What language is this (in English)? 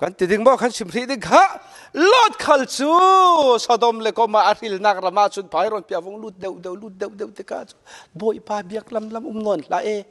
Falam Chin